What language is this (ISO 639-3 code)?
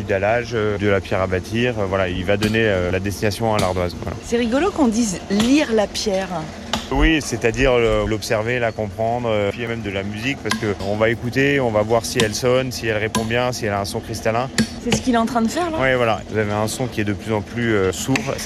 fra